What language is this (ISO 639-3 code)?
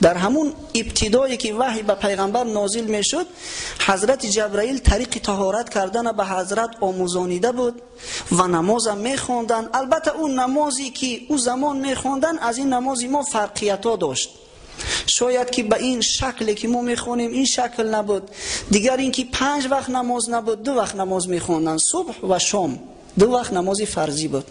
tgk